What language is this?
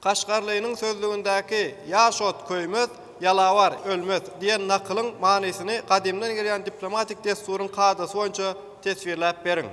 Turkmen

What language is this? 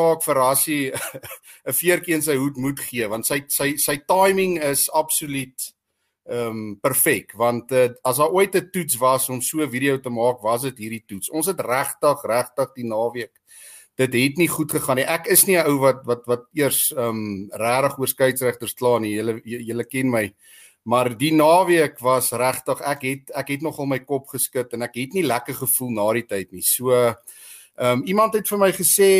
Afrikaans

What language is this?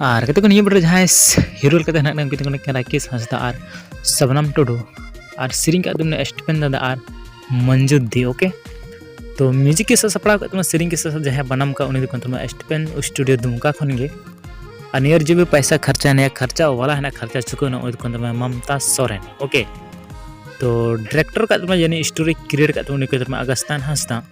Santali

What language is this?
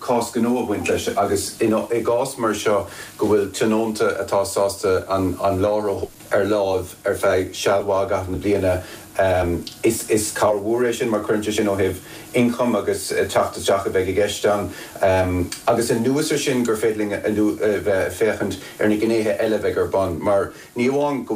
Irish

